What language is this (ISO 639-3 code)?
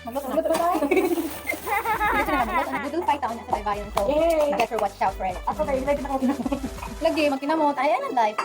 ceb